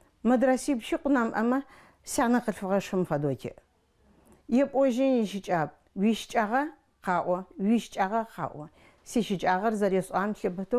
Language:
Adyghe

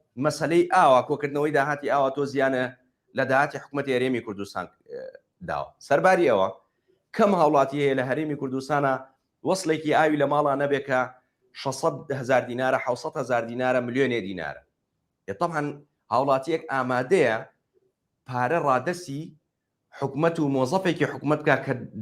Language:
Central Kurdish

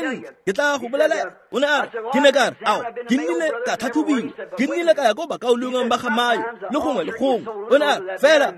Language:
Tswana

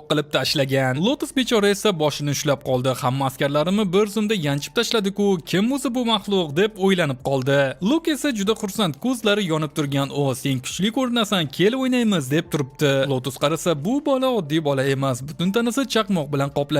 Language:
Uzbek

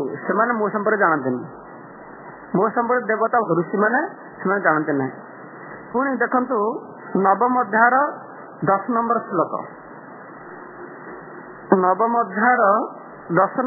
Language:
Odia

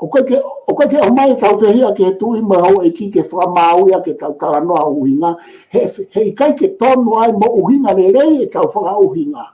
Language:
Tongan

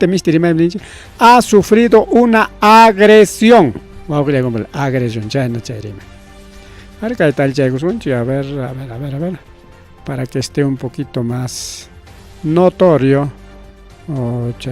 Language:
Ayacucho Quechua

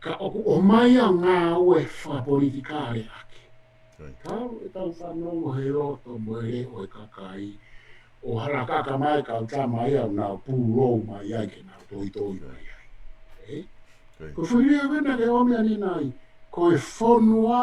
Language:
Tongan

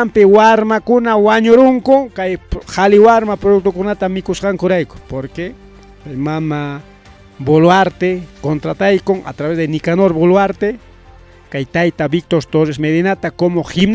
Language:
Ayacucho Quechua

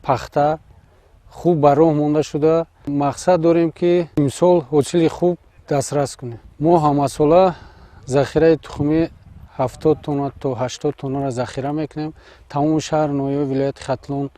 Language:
Tajik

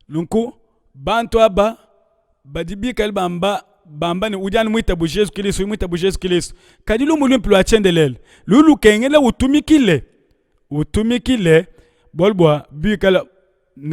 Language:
Luba-Lulua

